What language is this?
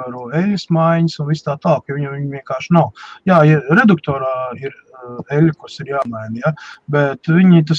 Latvian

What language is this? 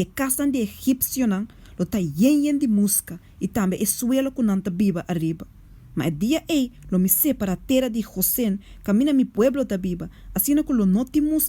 Papiamento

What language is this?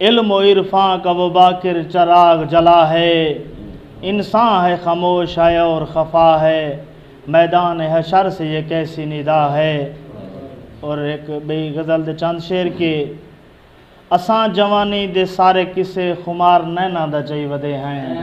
Saraiki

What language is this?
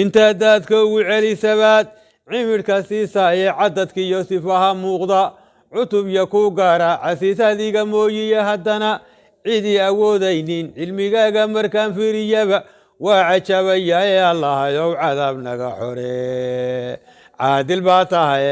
Somali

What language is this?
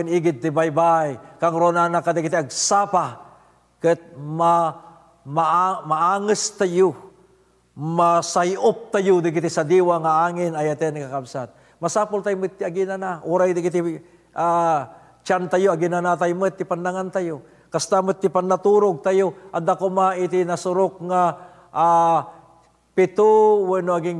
Iloko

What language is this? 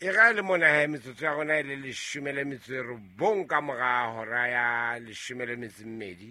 Southern Sotho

